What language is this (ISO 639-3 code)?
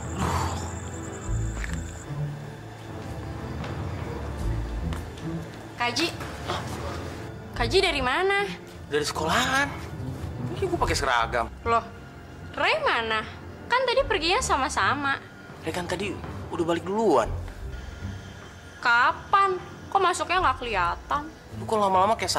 ind